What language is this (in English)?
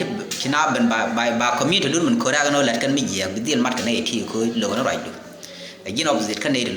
Nuer